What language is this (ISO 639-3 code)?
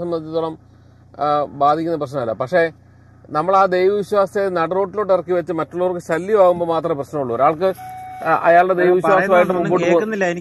mal